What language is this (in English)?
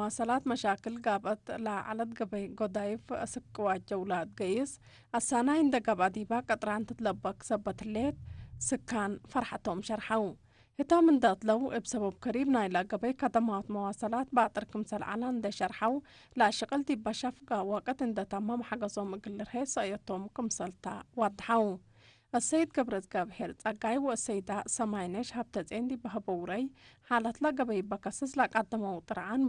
Tigre